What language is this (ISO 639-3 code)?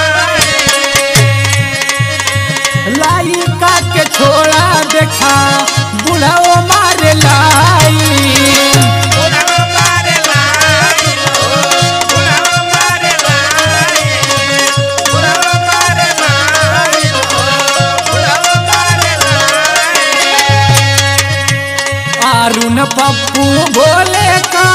bho